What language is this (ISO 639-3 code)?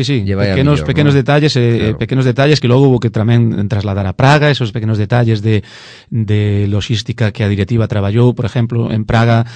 glg